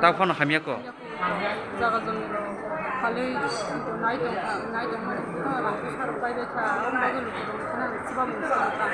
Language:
Kok Borok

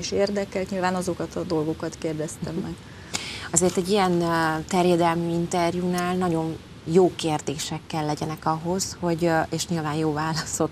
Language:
Hungarian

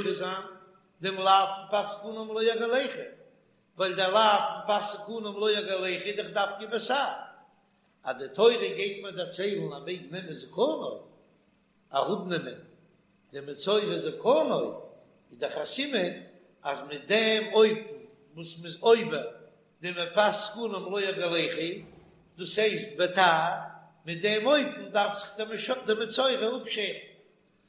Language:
Yiddish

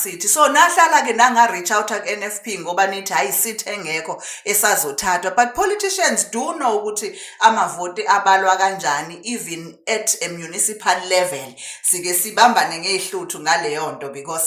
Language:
Zulu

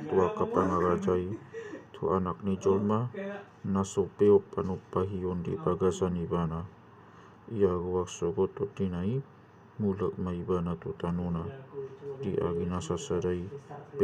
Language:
Batak Toba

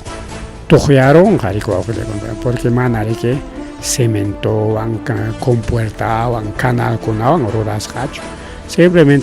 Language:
Ayacucho Quechua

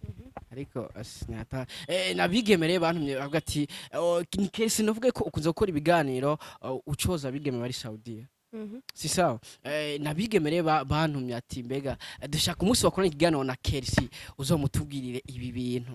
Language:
Rundi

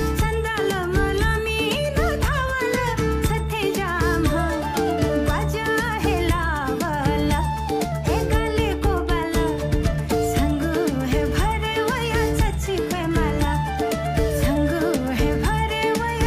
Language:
Newari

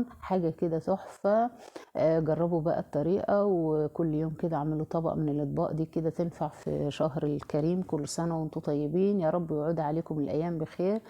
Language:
Egyptian Arabic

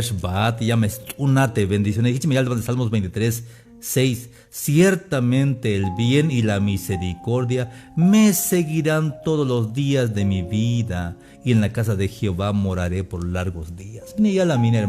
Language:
Tzeltal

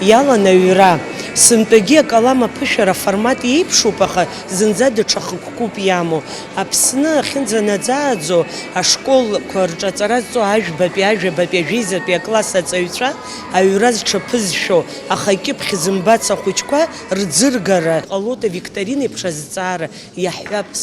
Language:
Abkhazian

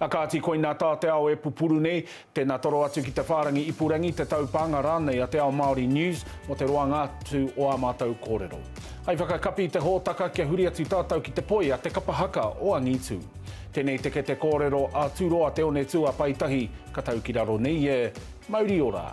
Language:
Māori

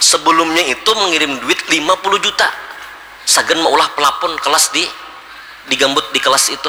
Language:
Banjar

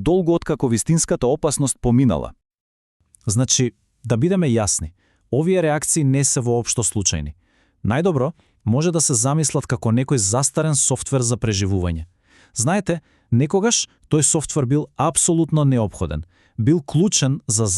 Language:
Macedonian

